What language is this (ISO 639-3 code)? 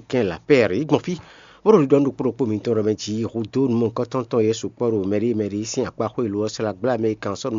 fon